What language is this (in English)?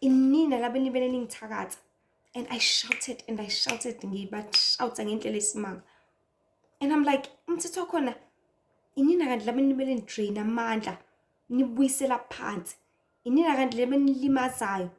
Zulu